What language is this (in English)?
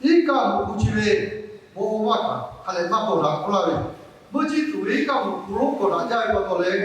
Lahu